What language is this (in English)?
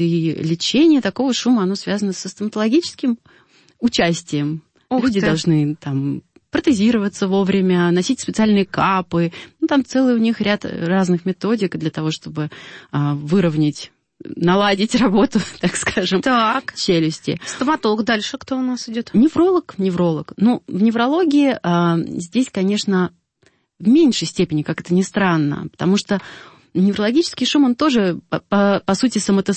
Russian